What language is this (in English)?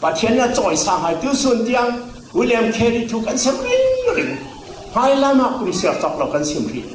Falam Chin